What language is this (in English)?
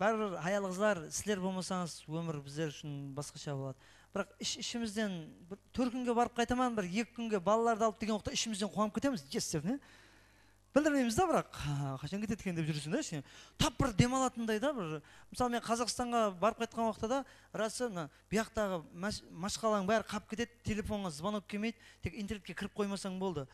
Kara-Kalpak